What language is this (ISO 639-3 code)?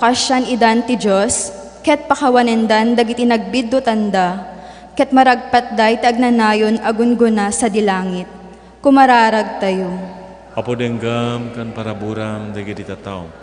ilo